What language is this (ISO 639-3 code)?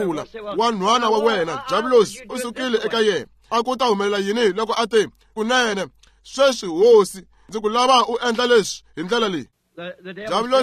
tso